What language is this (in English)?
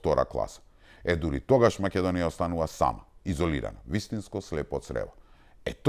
Macedonian